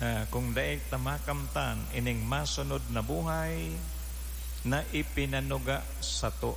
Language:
Bikol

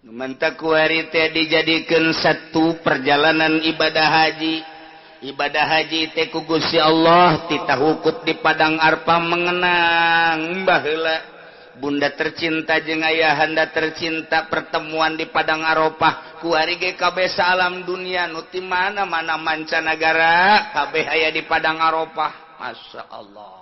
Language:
Sundanese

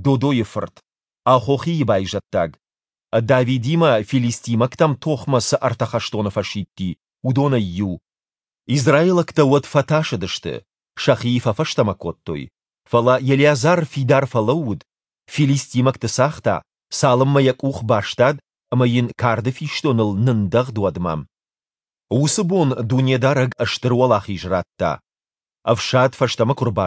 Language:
Ossetic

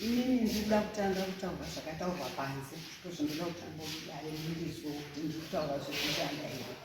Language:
Shona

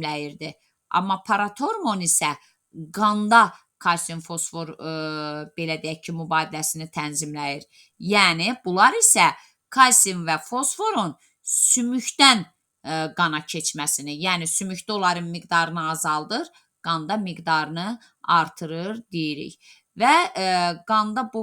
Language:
Azerbaijani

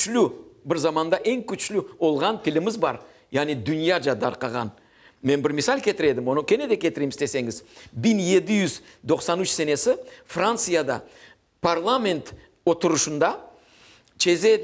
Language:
Crimean Tatar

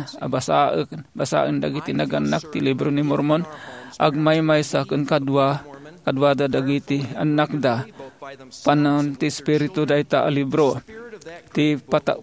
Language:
Iloko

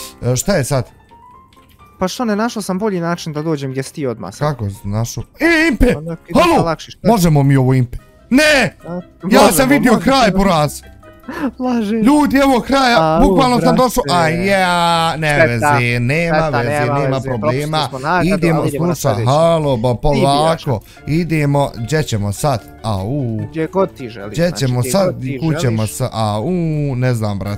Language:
Bosnian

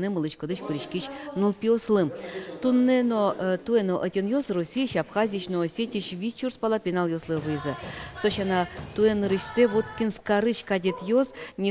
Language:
Udmurt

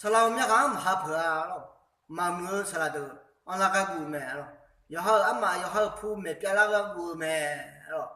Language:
Akha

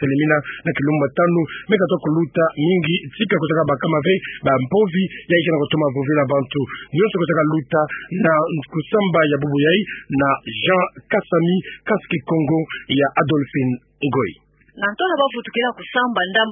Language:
Kituba (Democratic Republic of Congo)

